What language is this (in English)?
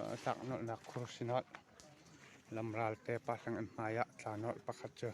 Hakha Chin